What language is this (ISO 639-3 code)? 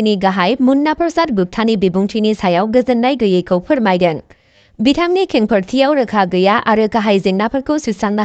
brx